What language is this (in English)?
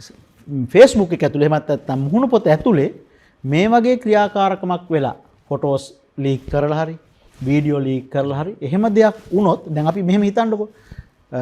Sinhala